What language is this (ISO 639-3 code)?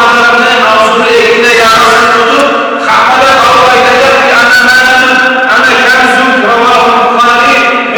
kum